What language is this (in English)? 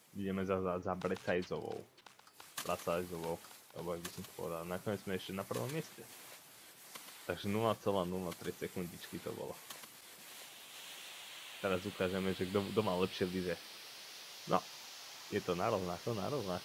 Slovak